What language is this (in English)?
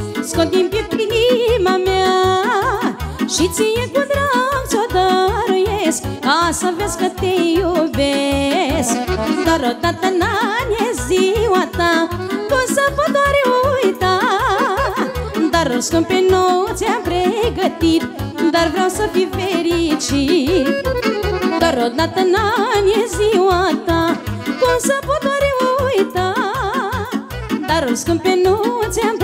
Romanian